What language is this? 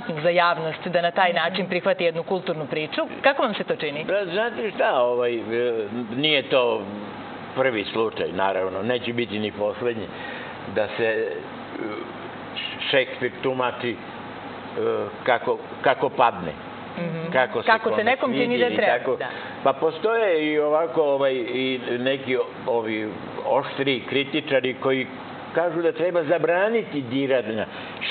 Serbian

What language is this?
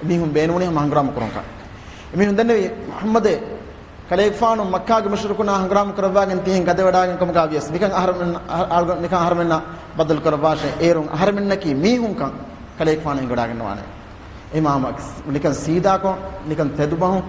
Divehi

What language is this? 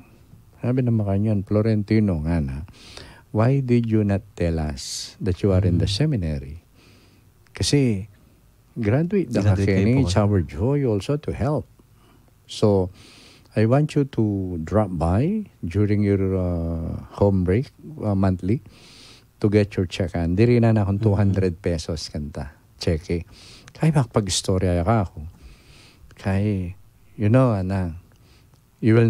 Pampanga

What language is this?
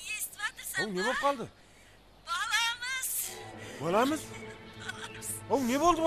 Kara-Kalpak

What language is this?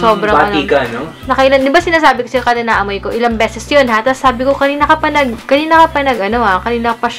Filipino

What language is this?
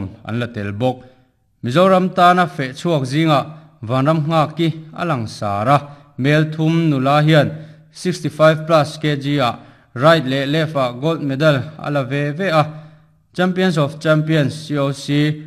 Mizo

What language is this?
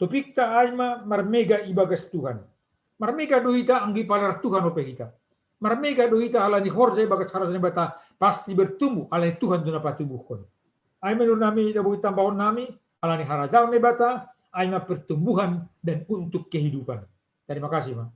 Batak Simalungun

